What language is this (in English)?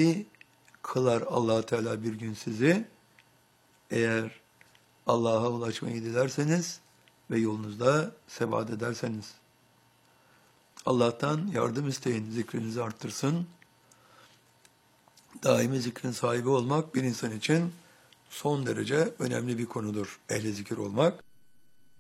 Turkish